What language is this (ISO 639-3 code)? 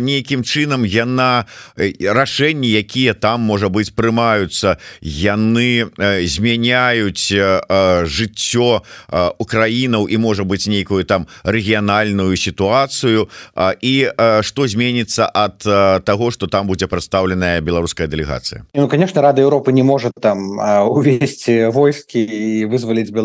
bel